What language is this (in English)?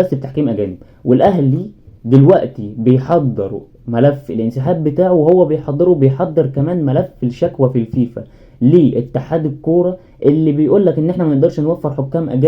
Egyptian Arabic